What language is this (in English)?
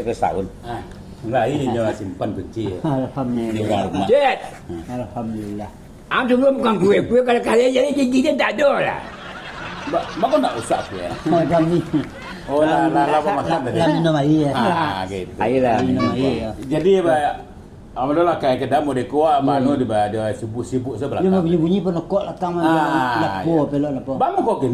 Minangkabau